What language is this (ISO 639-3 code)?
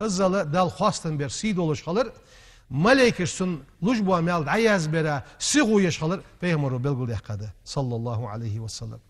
inh